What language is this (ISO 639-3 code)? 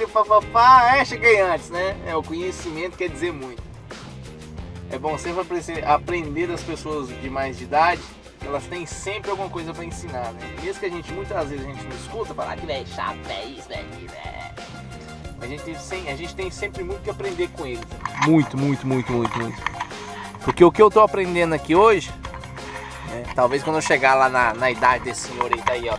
por